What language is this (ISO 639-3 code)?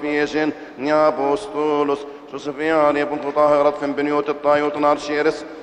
arz